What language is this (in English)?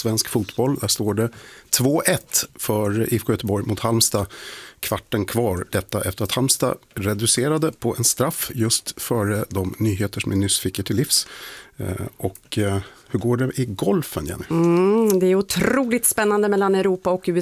Swedish